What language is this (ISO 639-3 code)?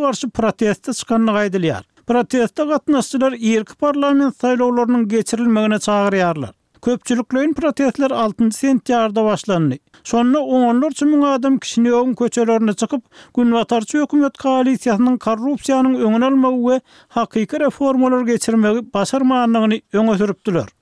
tuk